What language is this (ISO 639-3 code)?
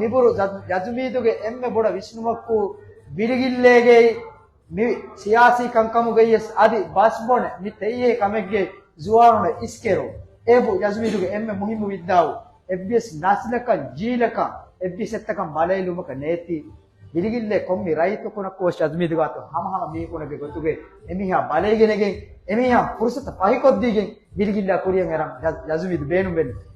div